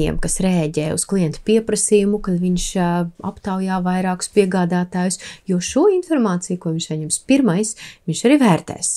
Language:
Latvian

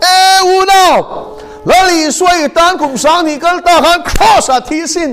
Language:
Mizo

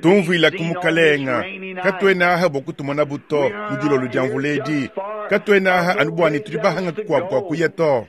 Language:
Luba-Lulua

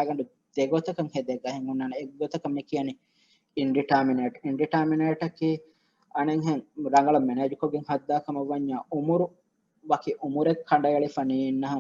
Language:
Divehi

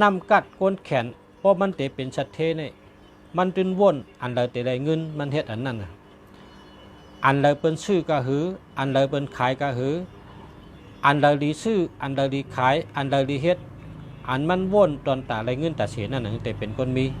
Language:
Shan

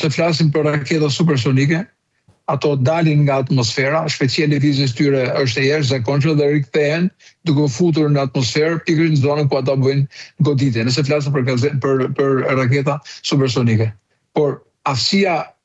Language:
Albanian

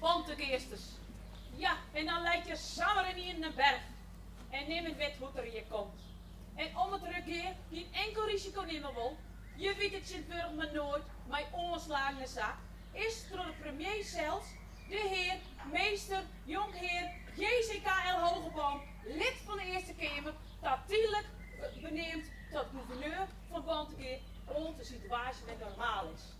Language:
Western Frisian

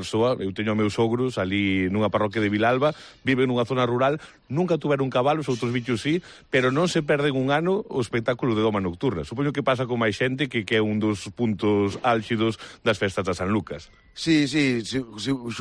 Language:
Galician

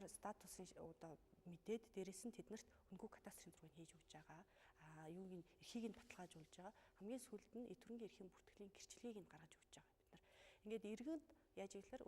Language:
Mongolian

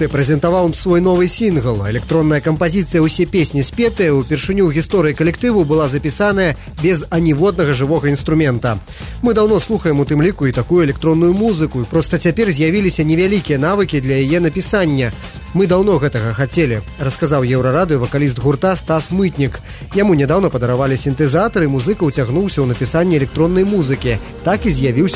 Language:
Belarusian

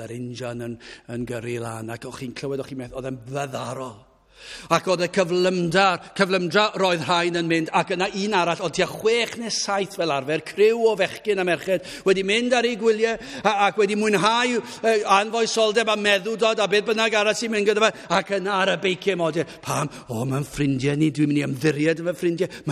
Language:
Welsh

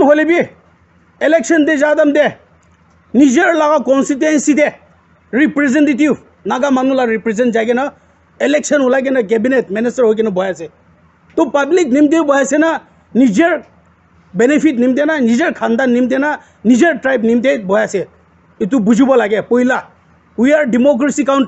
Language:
Naga Pidgin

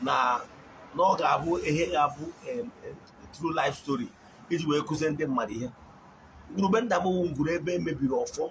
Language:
Igbo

